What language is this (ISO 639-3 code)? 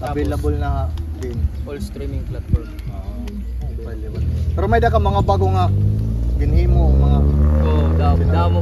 war